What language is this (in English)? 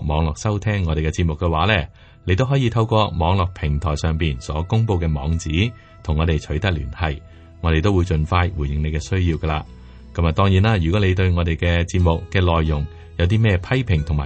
Cantonese